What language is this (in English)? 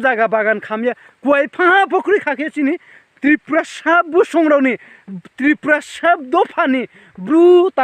Riang (India)